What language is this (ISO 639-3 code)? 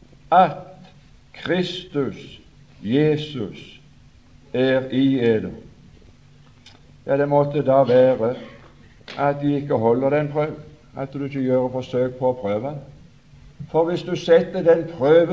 nor